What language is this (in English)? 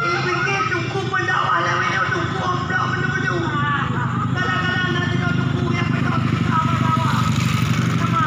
Achinese